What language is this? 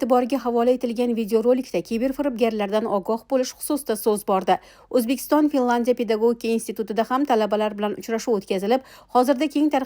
Uzbek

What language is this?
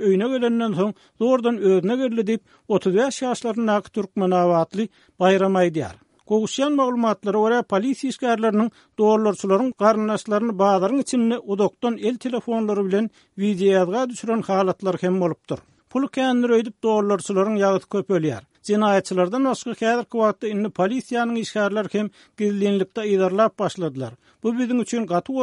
Turkmen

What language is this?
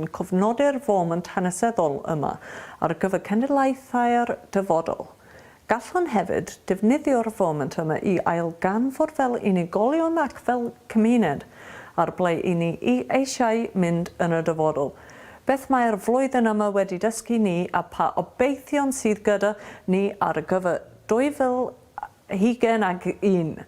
Welsh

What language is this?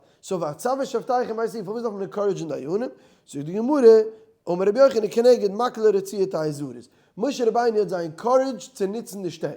Yiddish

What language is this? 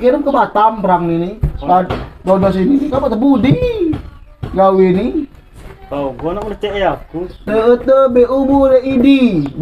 Musi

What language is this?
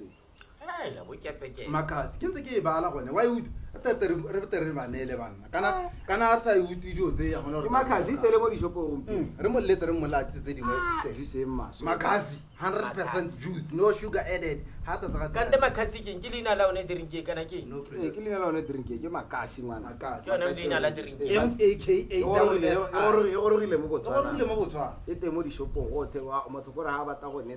Tswana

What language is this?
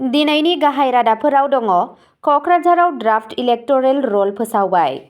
Bodo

